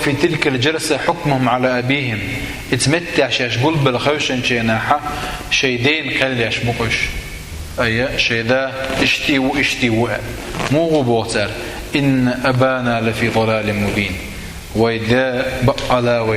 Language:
Chechen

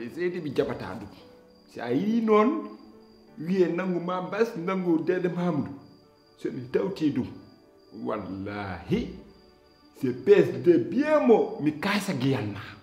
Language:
Fula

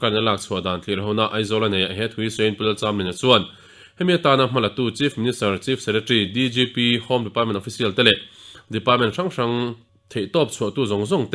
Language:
Mizo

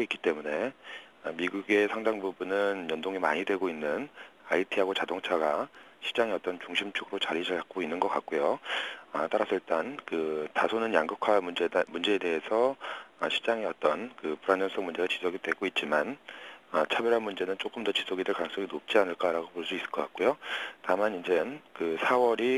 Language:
Korean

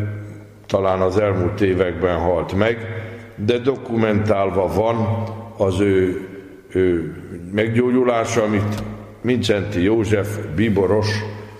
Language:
Hungarian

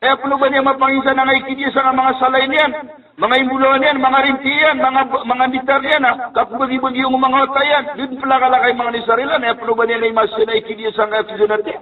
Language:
Maranao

